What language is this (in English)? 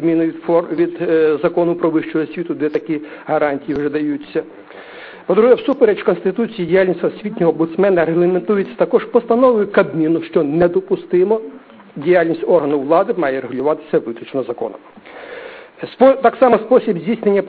Ukrainian